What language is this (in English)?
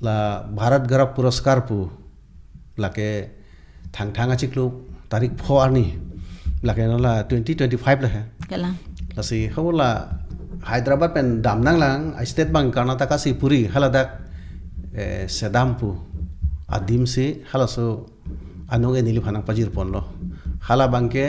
Karbi